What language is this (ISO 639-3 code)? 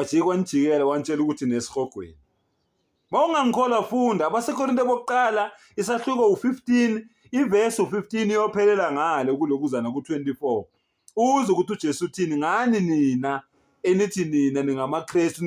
zul